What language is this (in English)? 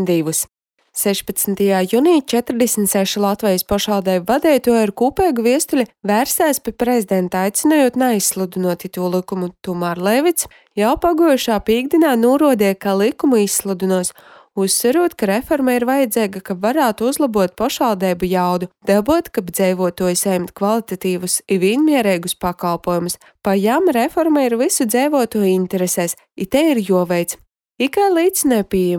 Latvian